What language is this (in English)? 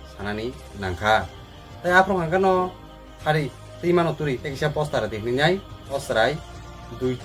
Kok Borok